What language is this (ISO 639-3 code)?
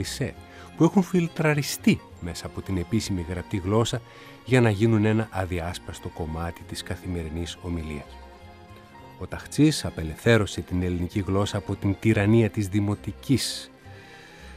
ell